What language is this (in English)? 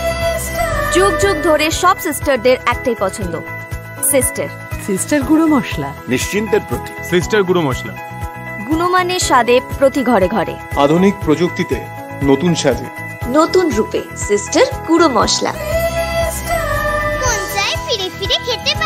Bangla